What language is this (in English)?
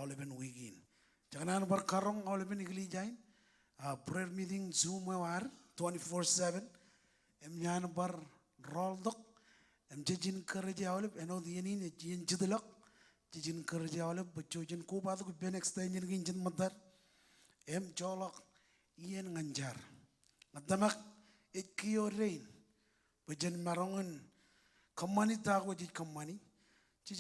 Marshallese